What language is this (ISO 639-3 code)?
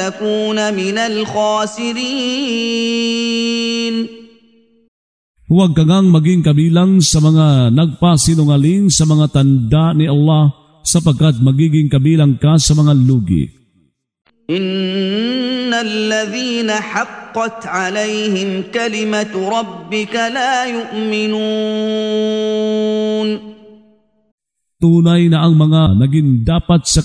fil